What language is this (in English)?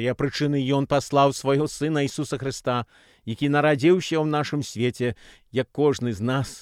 Belarusian